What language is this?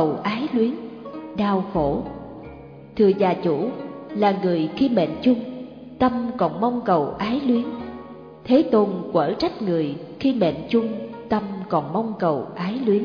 Vietnamese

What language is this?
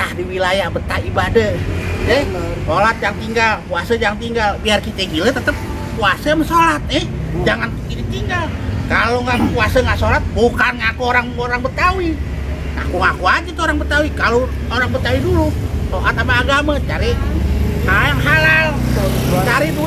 Betawi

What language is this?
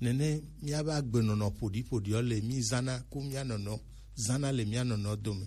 Gen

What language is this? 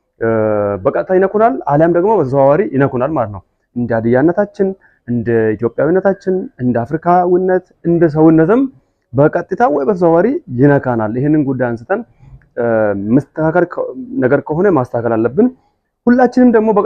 Amharic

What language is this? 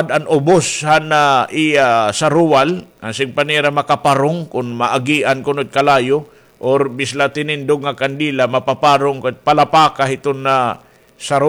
Waray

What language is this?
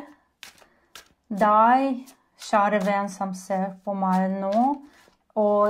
Norwegian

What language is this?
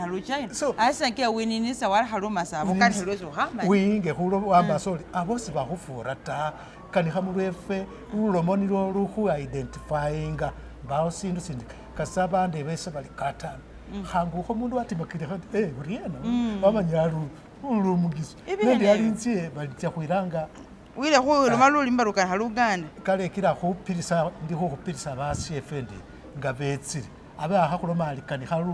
Masaaba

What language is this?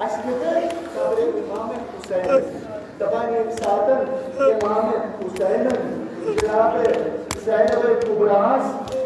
Kashmiri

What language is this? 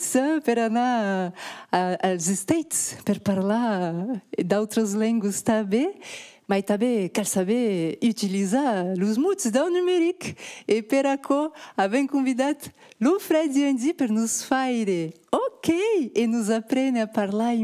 Occitan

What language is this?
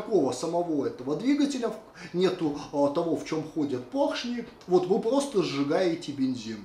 Russian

